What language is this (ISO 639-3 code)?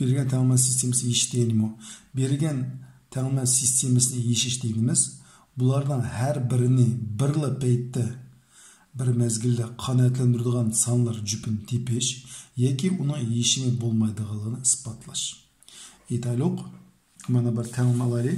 uig